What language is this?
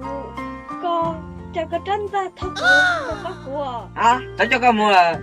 Hmong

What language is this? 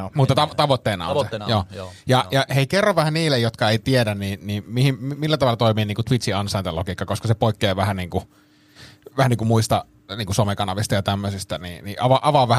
Finnish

